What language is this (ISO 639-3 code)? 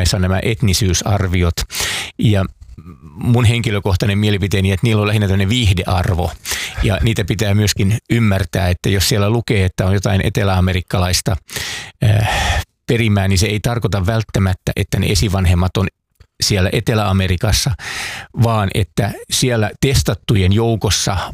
fin